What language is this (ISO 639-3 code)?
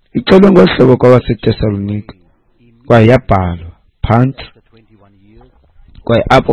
xho